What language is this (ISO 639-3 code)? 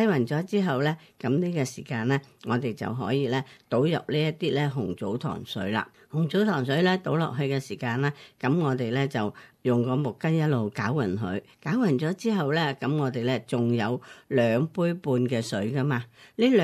yue